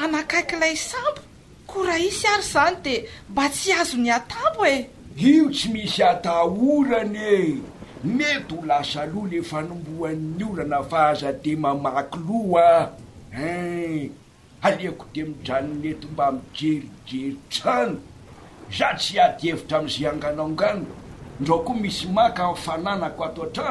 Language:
Malagasy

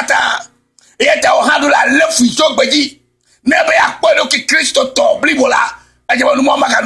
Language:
Ewe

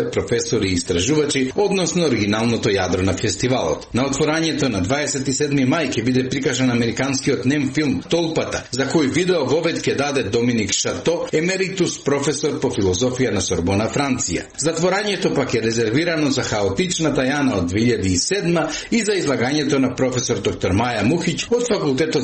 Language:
Macedonian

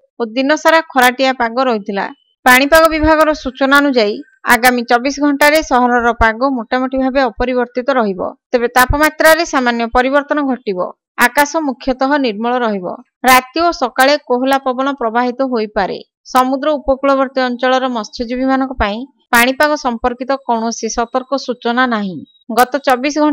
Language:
Odia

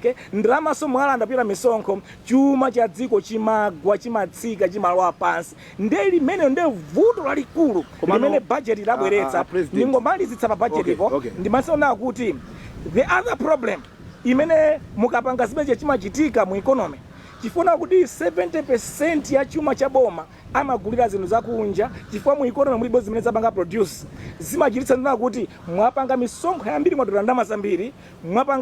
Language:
Nyanja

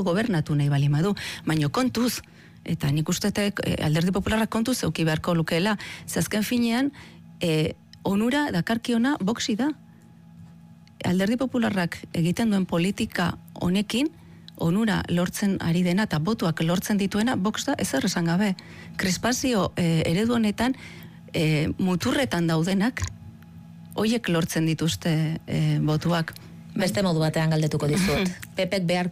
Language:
Basque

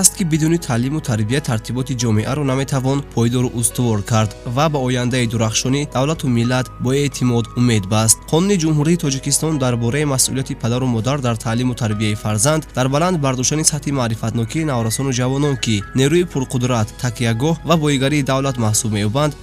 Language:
Tajik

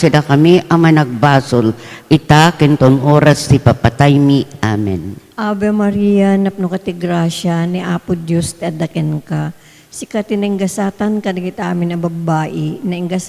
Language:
Iloko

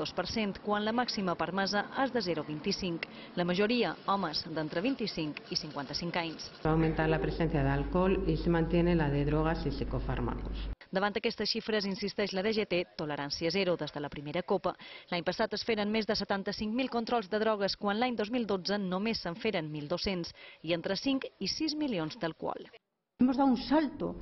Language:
Catalan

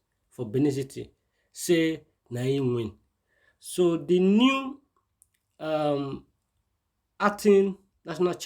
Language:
Nigerian Pidgin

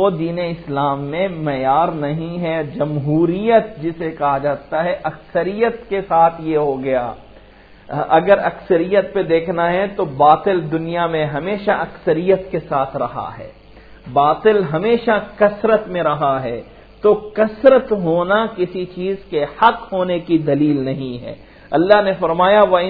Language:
Urdu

